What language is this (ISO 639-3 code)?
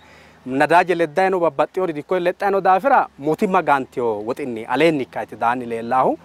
sid